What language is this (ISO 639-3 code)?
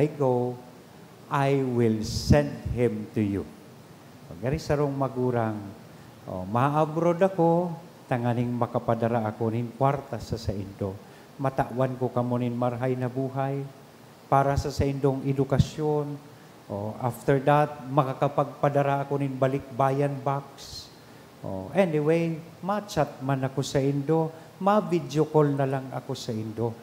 bik